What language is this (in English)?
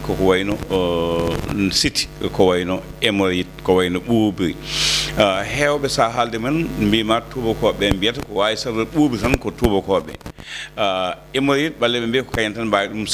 Fula